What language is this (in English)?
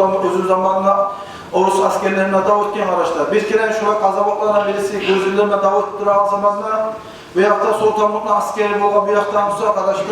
Kumyk